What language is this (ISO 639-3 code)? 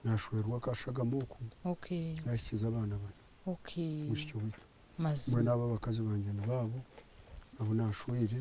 nyn